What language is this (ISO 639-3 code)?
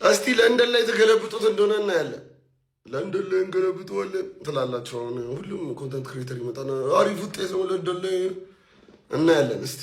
amh